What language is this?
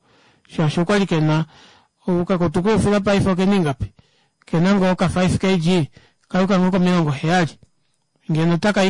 Kuanyama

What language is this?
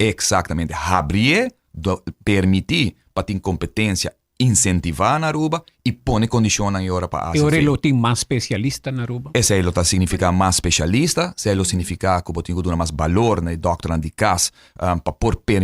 Papiamento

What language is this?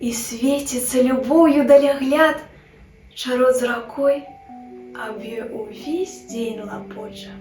Belarusian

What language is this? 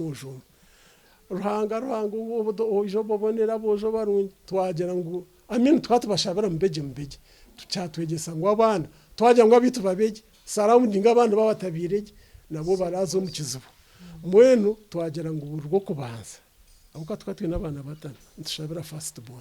Nyankole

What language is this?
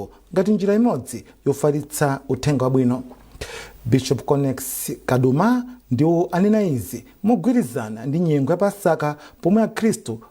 Nyanja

